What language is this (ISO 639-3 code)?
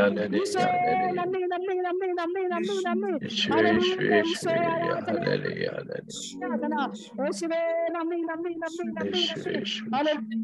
mal